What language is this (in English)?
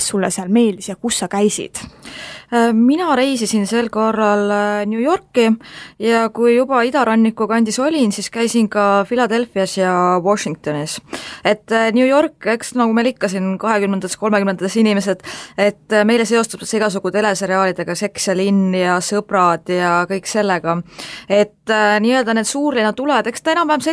Estonian